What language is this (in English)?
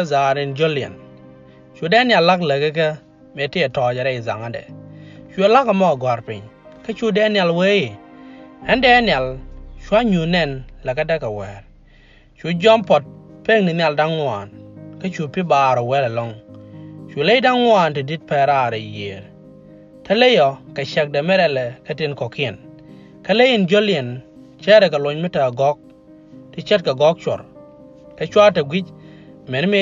Nuer